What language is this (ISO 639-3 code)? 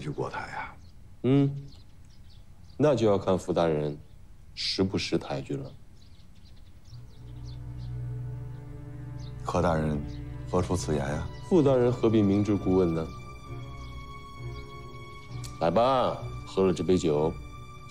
zho